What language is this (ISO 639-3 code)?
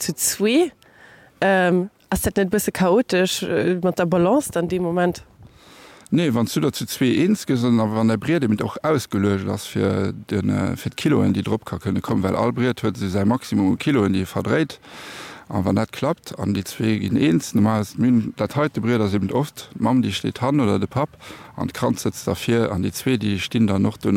ltz